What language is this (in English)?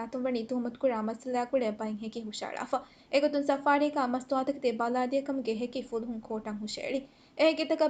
Divehi